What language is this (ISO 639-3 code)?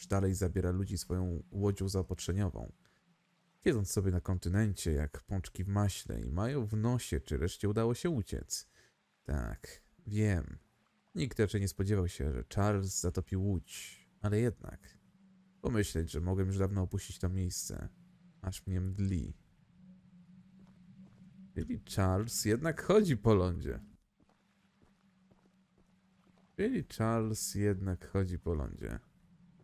pol